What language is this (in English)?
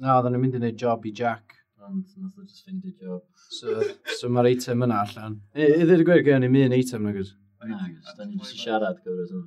Welsh